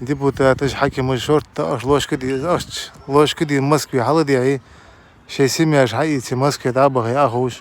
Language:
Ingush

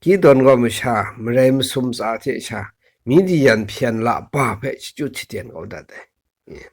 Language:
Kachin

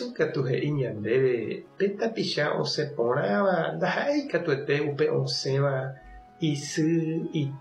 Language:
Guarani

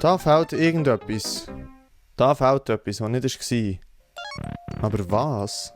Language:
Swiss German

